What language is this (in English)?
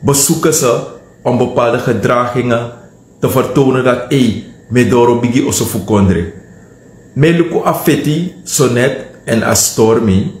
Sranan Tongo